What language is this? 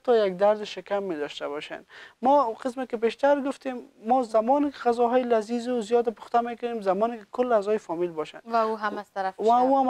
Persian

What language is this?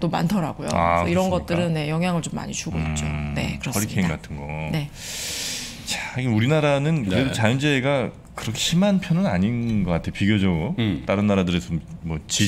Korean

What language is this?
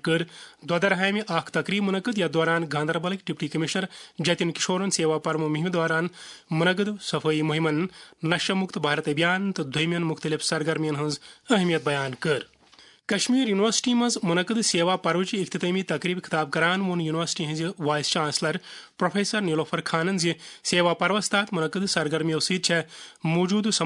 Kashmiri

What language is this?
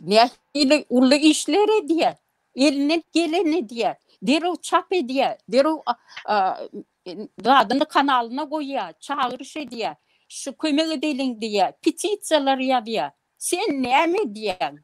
Turkmen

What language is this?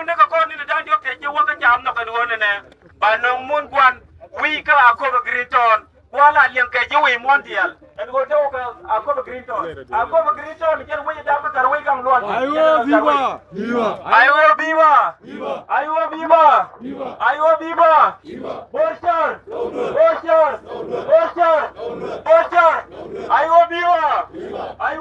Nuer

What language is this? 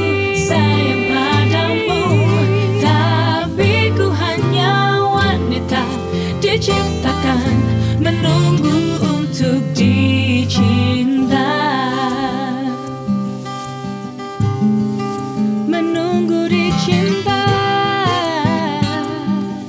Indonesian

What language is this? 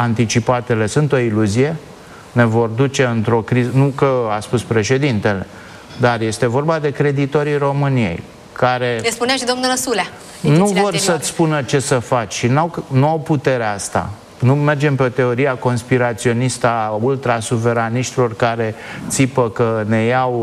Romanian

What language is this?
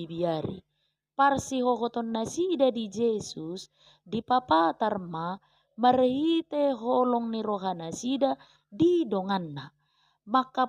Batak Toba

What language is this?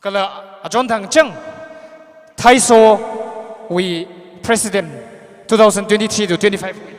Tangkhul Naga (India)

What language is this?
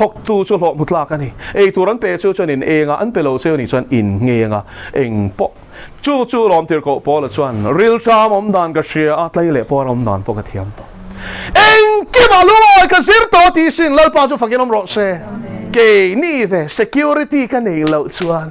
Mizo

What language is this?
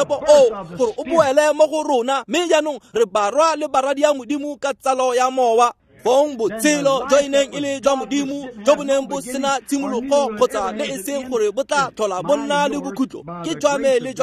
Tswana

